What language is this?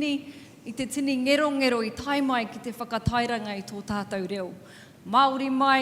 Māori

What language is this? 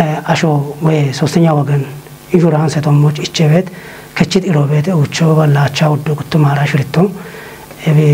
Kafa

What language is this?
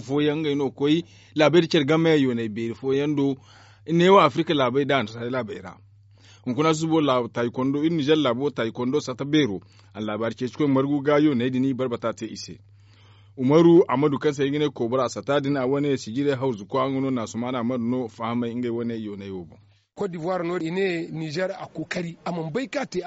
Zarma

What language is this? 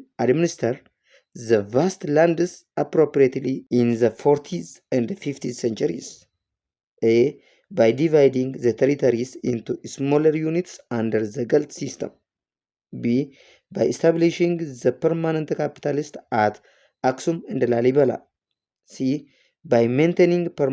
English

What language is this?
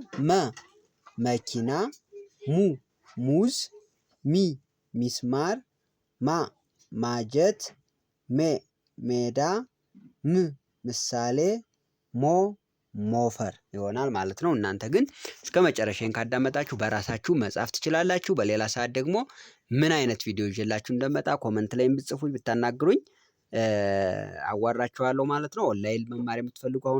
Amharic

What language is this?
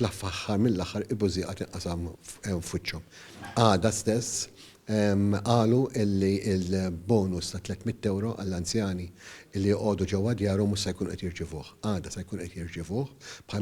Maltese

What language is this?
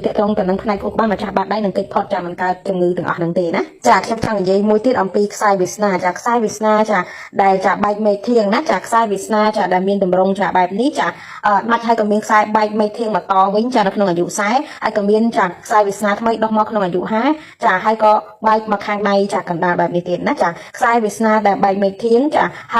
Khmer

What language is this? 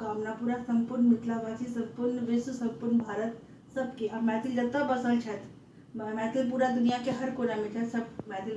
Maithili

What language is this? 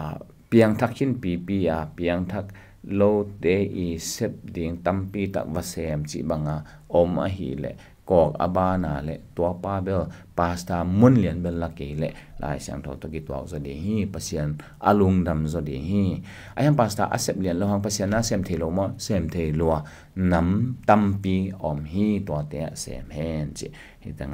Tedim Chin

